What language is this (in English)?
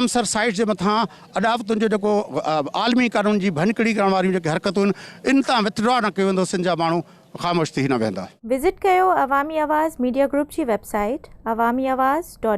Sindhi